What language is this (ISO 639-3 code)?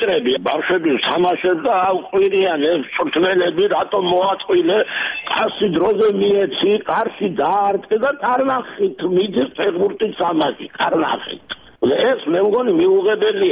kat